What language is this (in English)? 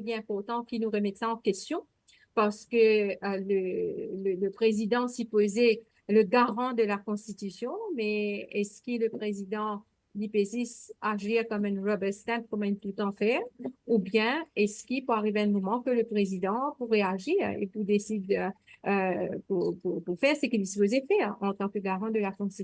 Morisyen